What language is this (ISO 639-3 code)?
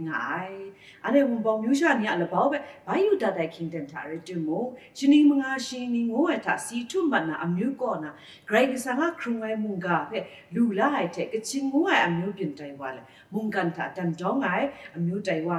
kac